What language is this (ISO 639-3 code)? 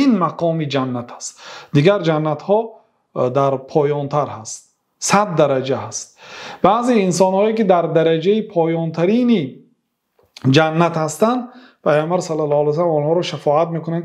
fas